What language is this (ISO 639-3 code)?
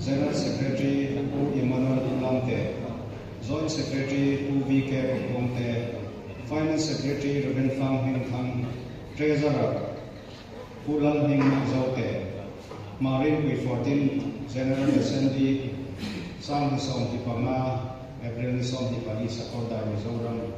hmr